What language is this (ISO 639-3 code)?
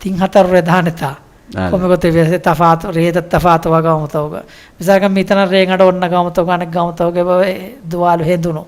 div